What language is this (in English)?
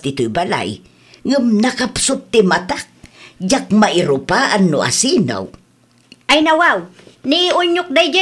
Iloko